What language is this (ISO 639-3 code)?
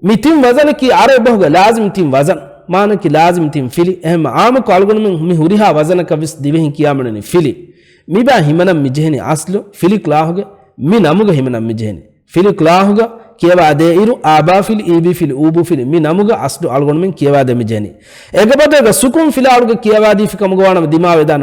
div